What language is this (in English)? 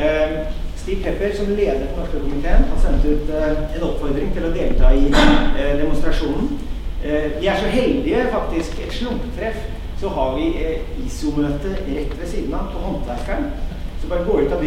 Norwegian